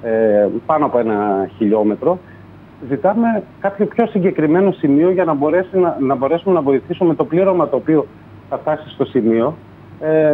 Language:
Greek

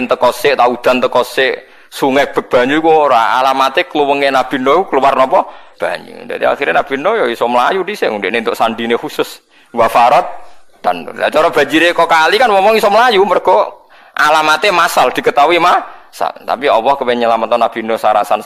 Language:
Javanese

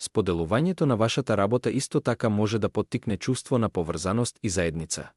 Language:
Macedonian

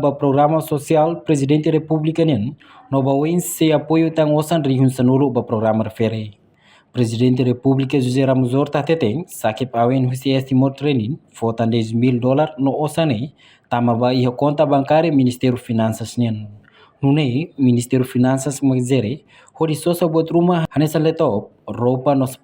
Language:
Tetum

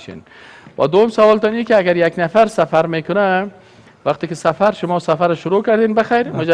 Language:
Persian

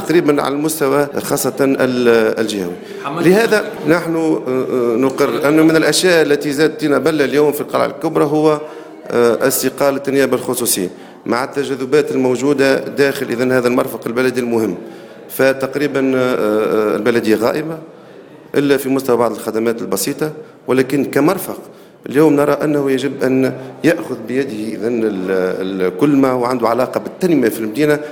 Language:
Tunisian Arabic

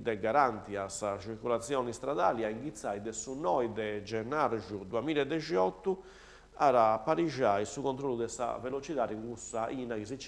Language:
Sardinian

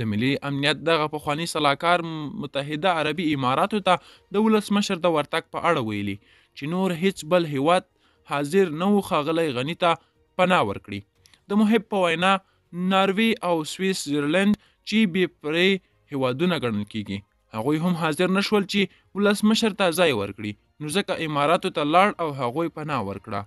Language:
Pashto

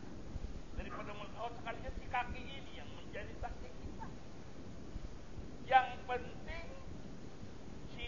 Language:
Indonesian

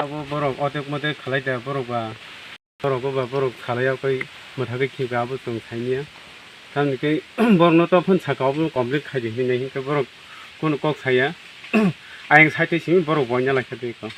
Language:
Kok Borok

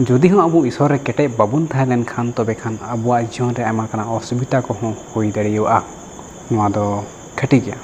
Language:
Santali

